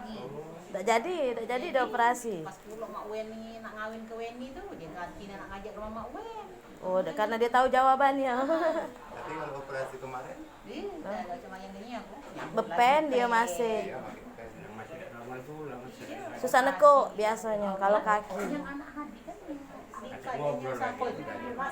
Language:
Musi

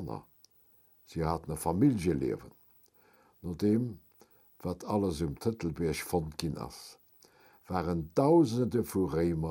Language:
Luxembourgish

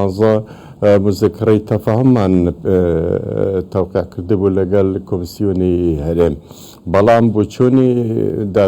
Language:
Central Kurdish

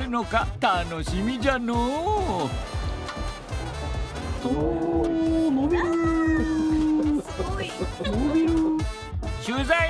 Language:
Japanese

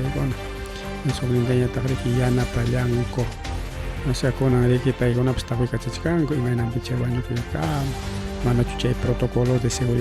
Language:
Ayacucho Quechua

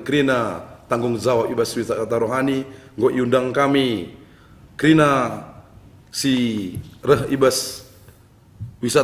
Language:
Batak Karo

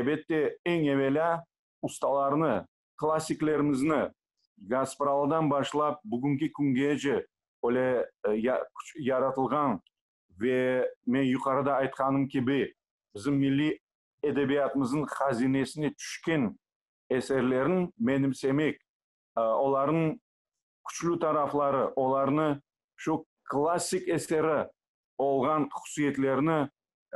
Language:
Crimean Tatar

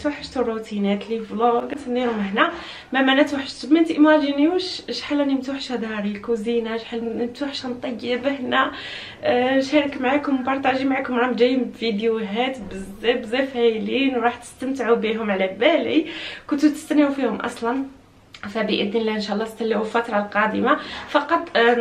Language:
Algerian Arabic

